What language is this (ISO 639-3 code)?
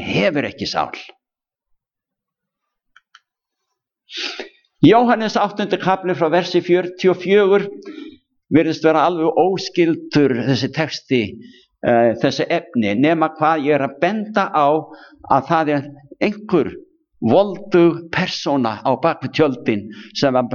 isl